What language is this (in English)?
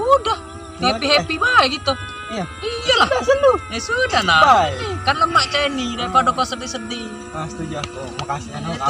Musi